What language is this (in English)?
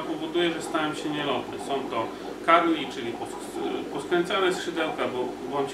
Polish